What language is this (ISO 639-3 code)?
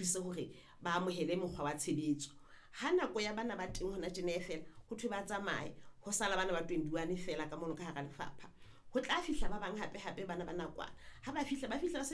sot